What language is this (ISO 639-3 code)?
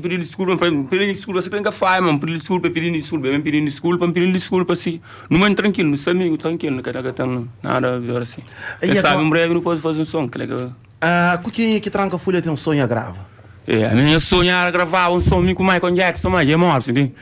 kea